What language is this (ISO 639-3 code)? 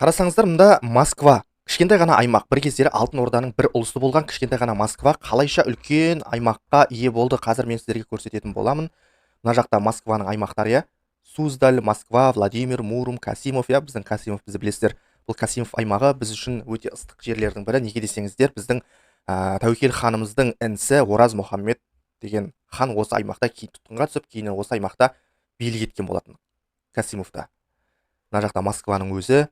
kaz